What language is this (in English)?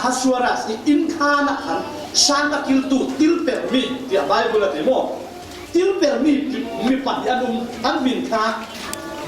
Falam Chin